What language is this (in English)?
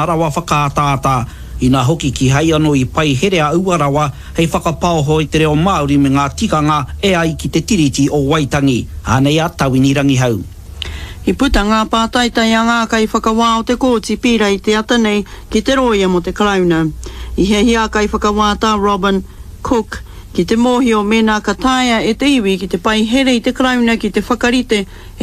Māori